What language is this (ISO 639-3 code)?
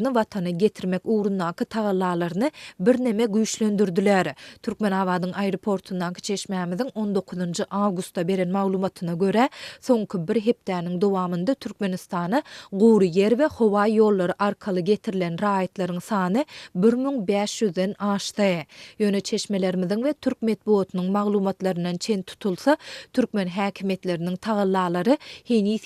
tuk